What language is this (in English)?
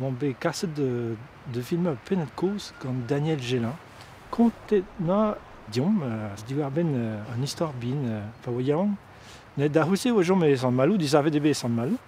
Breton